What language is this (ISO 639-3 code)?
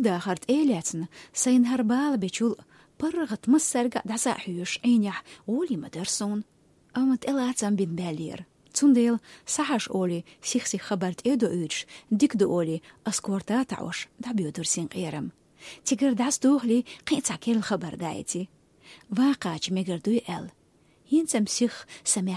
che